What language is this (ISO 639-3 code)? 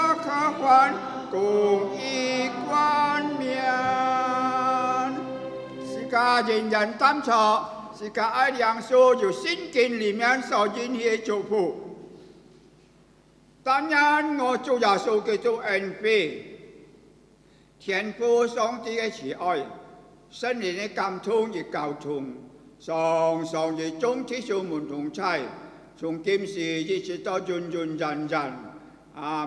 ind